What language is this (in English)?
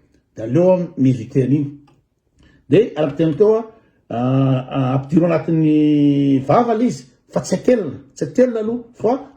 Malagasy